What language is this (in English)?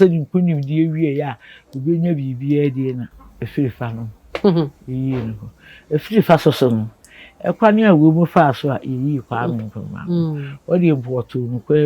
Akan